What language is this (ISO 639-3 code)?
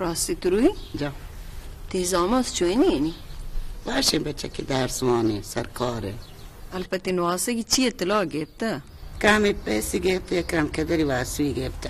bal